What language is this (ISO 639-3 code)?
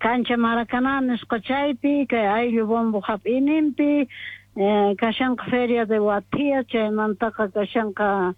que